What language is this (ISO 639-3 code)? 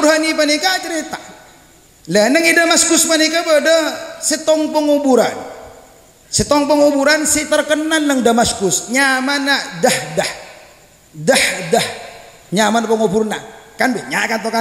mad